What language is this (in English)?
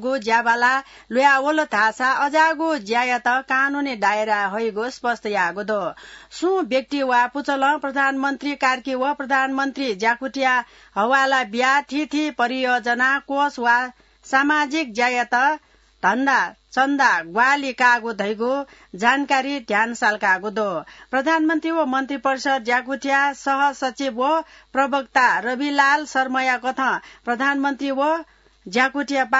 Newari